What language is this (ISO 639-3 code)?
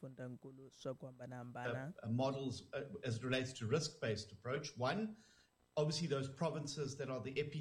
tso